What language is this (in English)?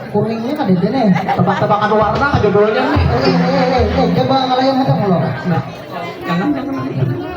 Banjar